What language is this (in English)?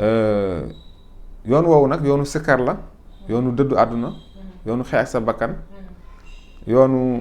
Wolof